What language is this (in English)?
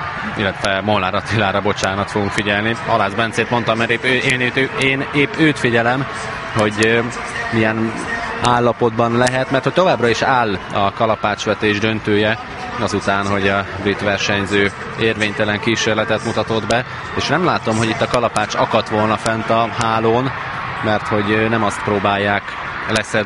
Hungarian